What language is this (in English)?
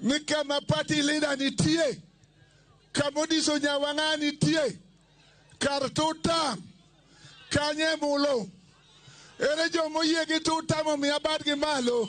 Luo (Kenya and Tanzania)